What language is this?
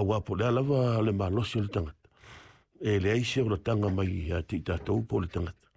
Samoan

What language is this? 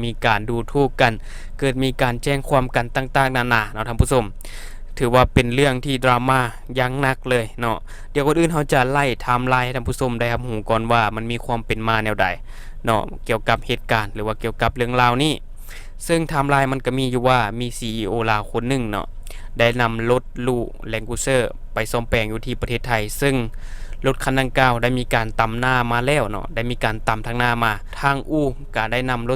Lao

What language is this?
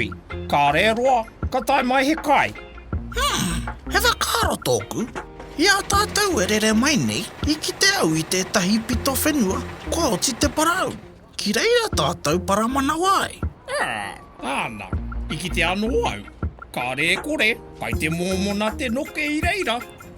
Māori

